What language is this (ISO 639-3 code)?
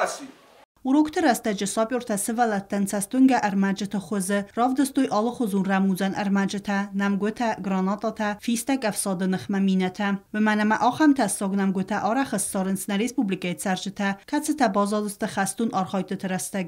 oss